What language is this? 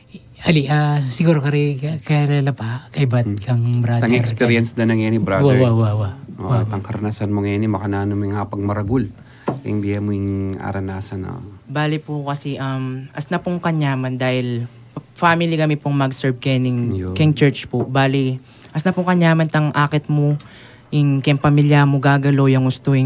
Pampanga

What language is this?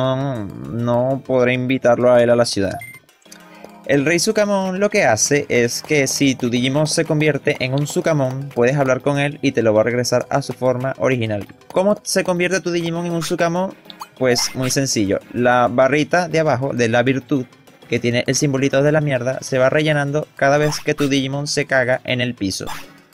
Spanish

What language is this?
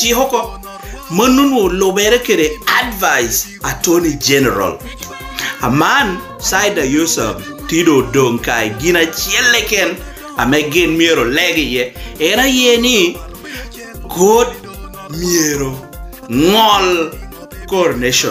Lango (Uganda)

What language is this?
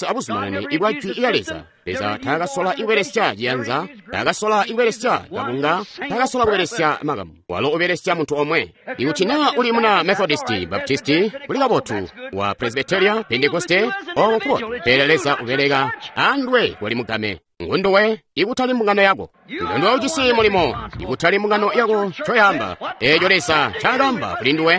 Tonga (Zambia)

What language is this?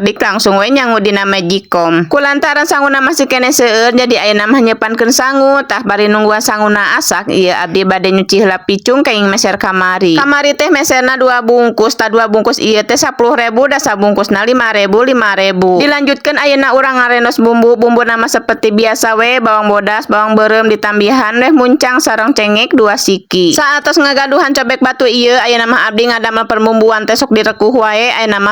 Sundanese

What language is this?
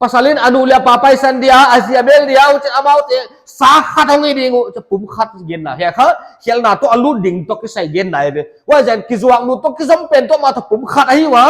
Paite Chin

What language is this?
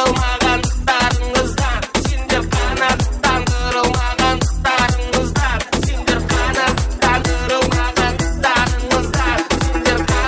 Kara-Kalpak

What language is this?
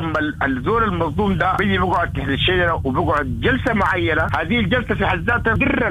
Sudanese Arabic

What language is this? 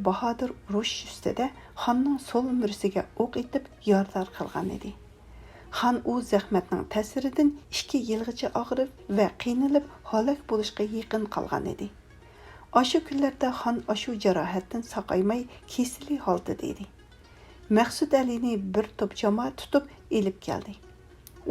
Uyghur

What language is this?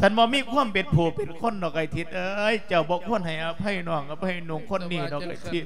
Lao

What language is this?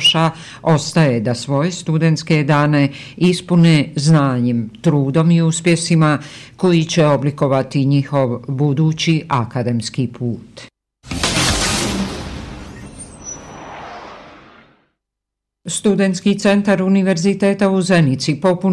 Bosnian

